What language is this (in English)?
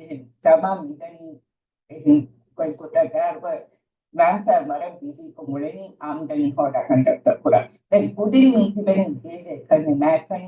Divehi